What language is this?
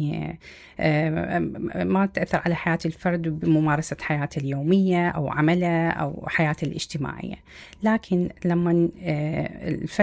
Mesopotamian Arabic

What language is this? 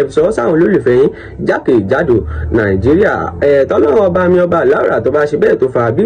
Yoruba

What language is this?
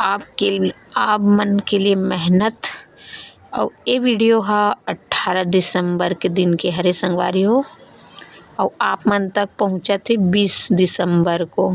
Chhattisgarhi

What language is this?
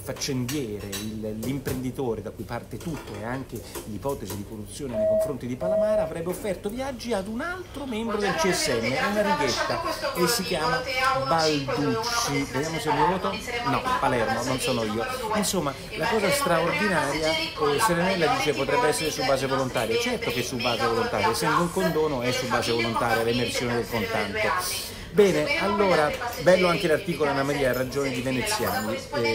Italian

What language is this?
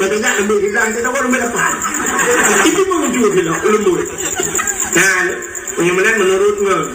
Achinese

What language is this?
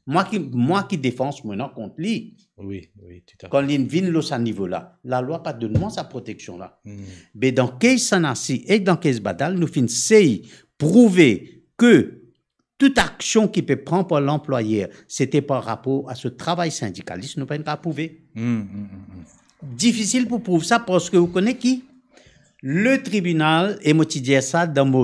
Morisyen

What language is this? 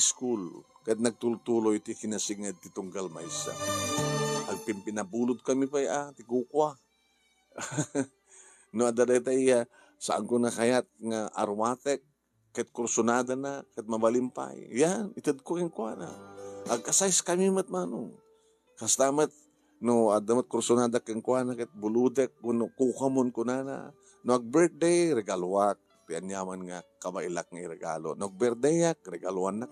Iloko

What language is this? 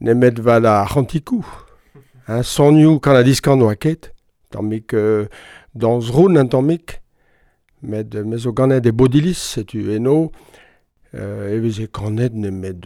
Breton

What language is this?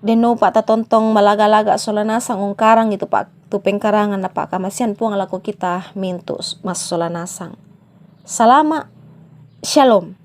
Toraja-Sa'dan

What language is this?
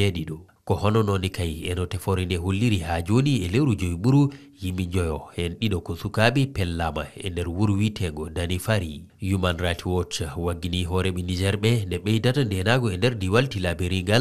Fula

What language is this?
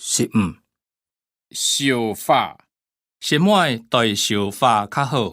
Hakka Chinese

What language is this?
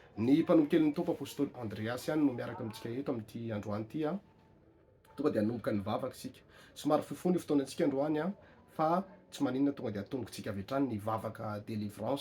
Malagasy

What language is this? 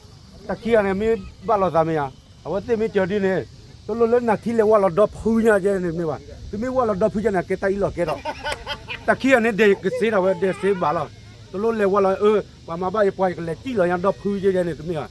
S'gaw Karen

